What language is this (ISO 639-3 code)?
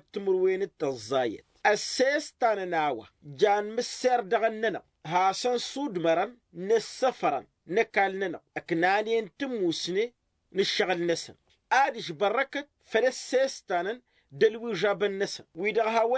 taq